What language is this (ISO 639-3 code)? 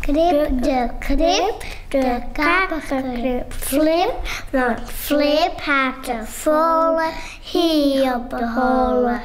fry